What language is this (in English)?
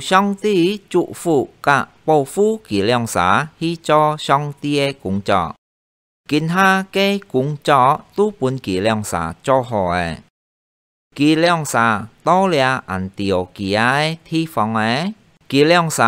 Hakka Chinese